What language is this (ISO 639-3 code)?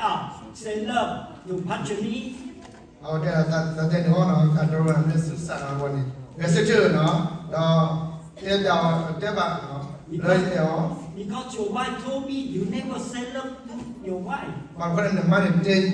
ksw